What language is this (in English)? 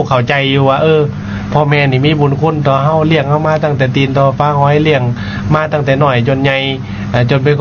Lao